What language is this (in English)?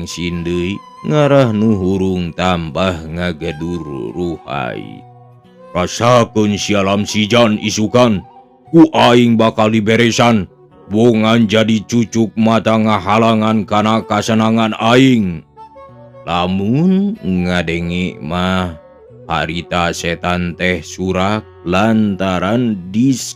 Sundanese